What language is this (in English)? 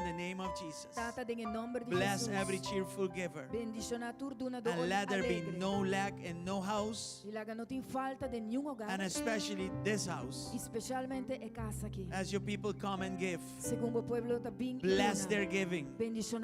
Papiamento